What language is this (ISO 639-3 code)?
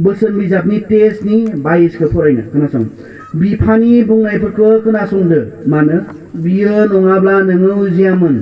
brx